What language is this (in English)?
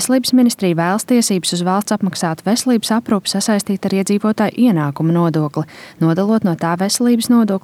Latvian